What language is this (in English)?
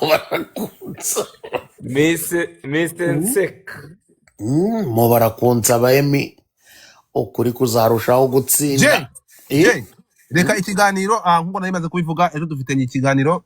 Kinyarwanda